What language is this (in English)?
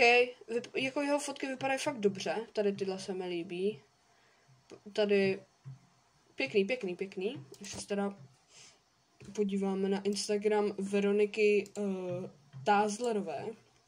Czech